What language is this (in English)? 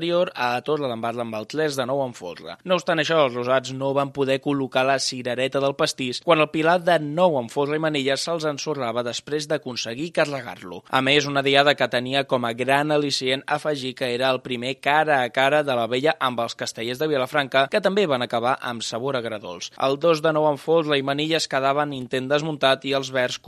Catalan